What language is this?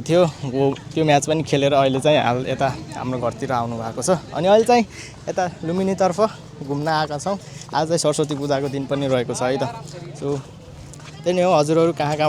Nepali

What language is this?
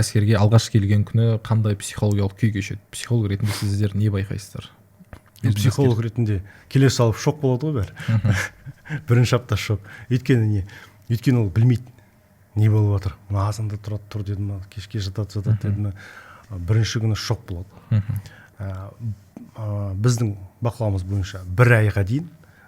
Kazakh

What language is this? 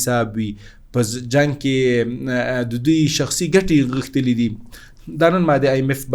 Pashto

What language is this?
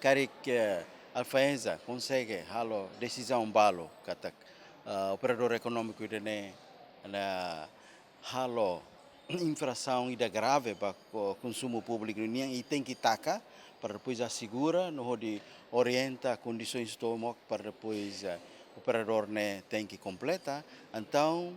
Tetum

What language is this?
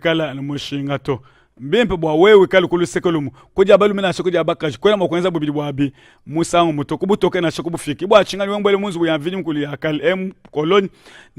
Luba-Lulua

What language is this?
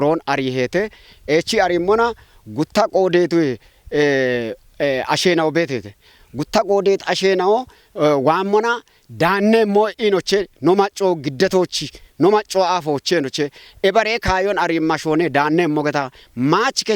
Kafa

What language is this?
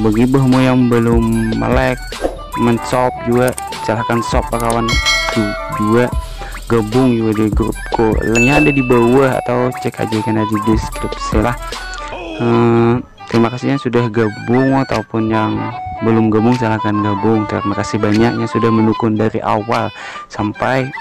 Banjar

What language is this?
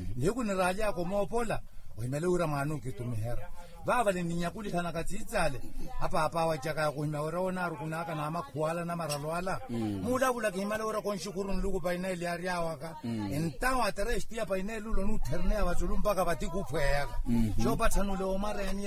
Makhuwa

